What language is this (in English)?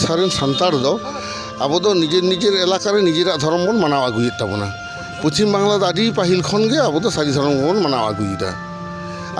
Santali